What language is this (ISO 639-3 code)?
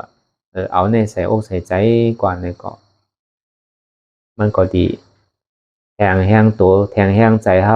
shn